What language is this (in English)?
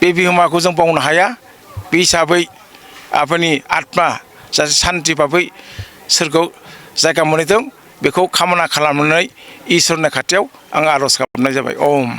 Bodo